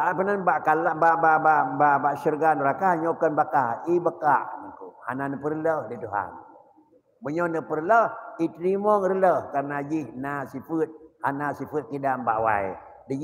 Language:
Achinese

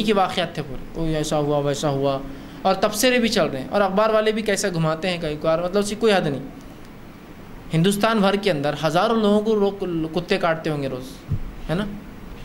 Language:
Urdu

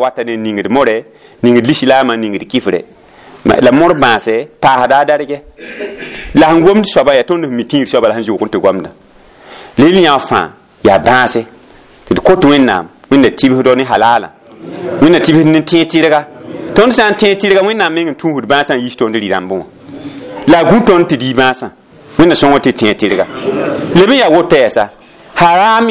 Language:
Mossi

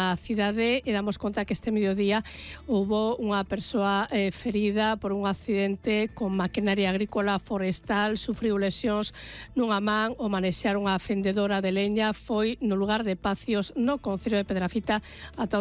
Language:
Galician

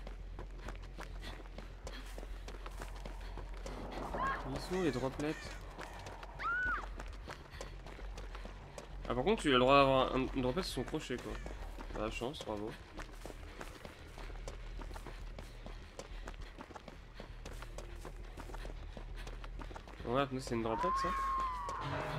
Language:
French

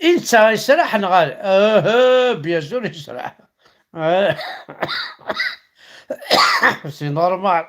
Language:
Kabyle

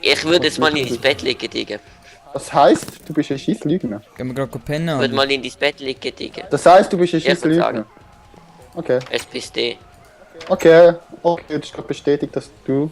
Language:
Swiss German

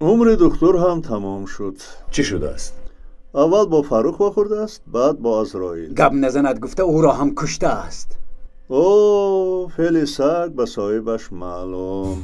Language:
Tajik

